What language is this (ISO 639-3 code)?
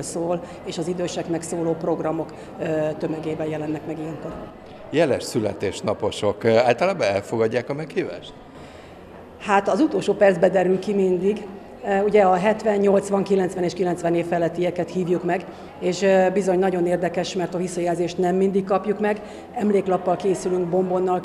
hun